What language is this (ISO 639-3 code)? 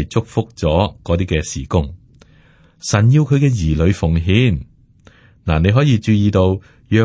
yue